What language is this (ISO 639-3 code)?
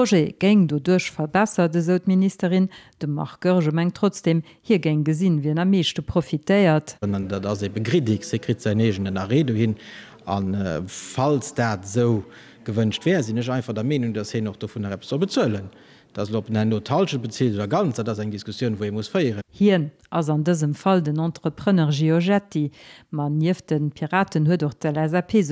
ltz